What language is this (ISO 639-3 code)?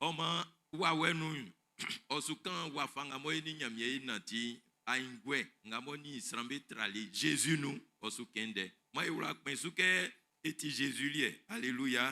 bci